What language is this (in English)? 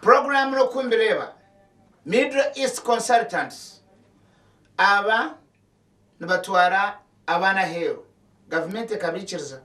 Nyankole